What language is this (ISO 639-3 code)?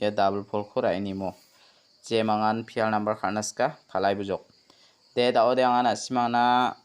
grt